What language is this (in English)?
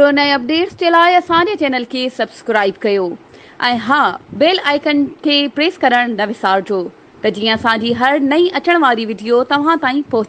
Sindhi